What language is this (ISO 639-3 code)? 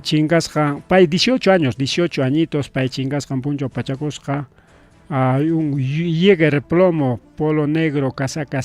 quy